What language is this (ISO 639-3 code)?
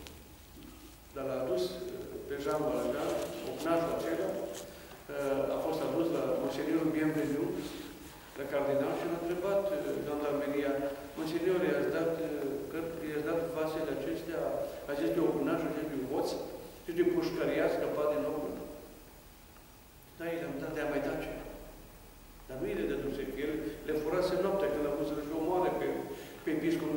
ron